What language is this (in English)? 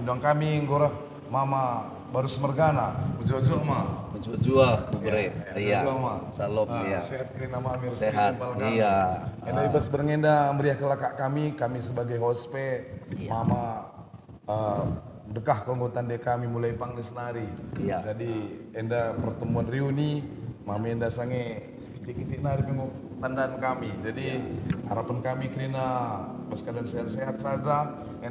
Batak Karo